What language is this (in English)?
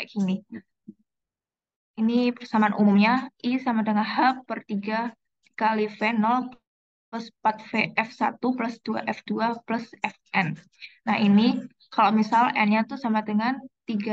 Indonesian